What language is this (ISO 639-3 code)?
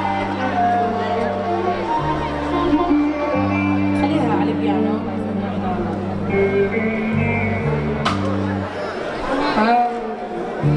ara